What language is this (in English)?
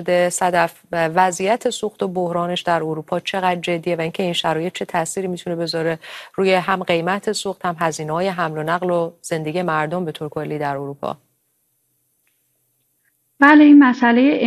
Persian